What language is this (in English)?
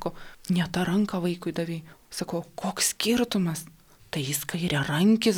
Lithuanian